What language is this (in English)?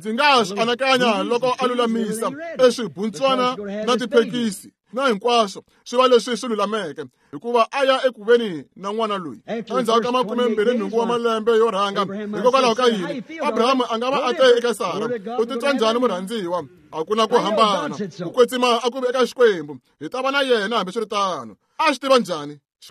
Tsonga